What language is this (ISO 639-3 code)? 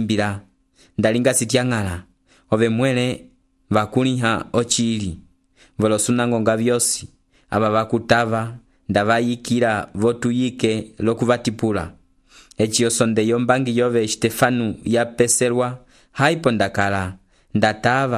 umb